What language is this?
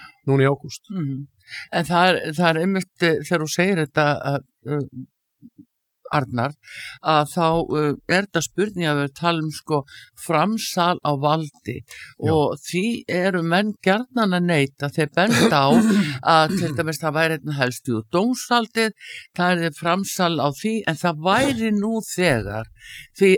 Icelandic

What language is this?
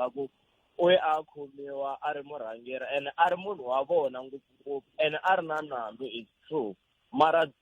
Tsonga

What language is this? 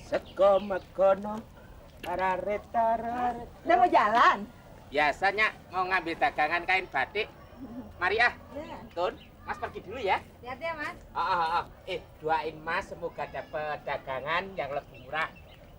Betawi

